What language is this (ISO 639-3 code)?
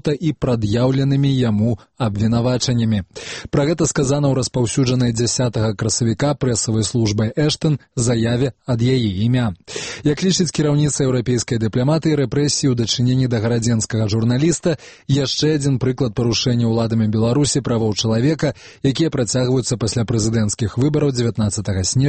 bel